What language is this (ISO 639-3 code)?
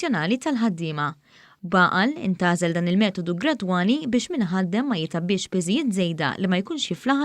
mlt